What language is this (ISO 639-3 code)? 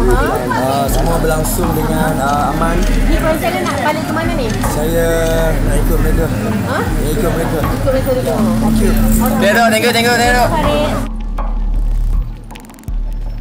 msa